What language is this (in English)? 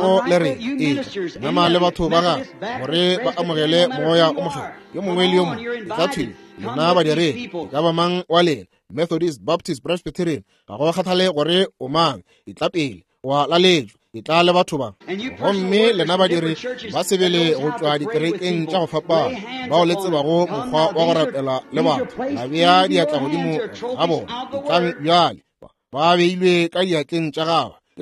Northern Sotho